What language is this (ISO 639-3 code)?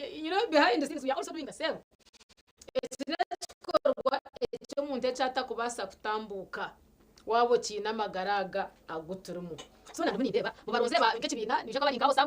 nyn